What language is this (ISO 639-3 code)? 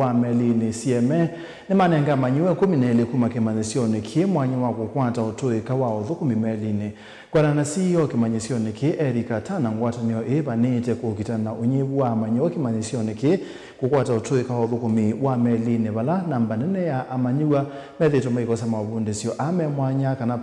kam